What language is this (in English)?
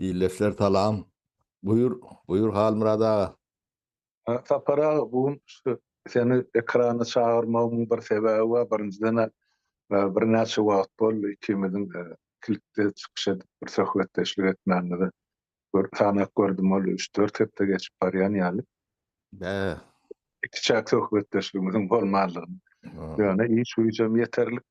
Turkmen